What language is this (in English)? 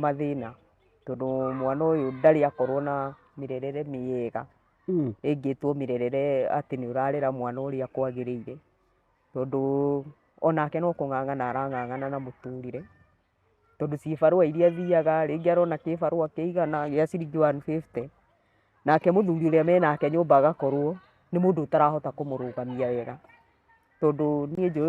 Kikuyu